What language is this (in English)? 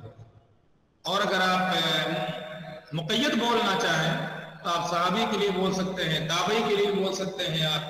Urdu